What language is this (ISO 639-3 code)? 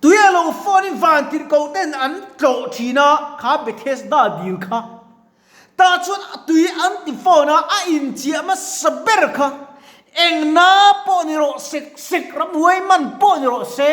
lus